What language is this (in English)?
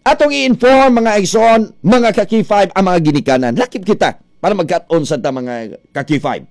Cebuano